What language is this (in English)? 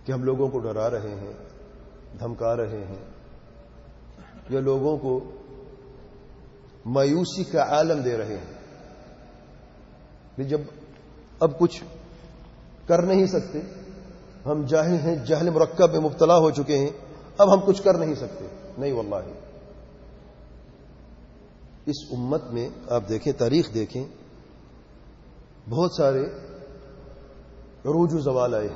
Urdu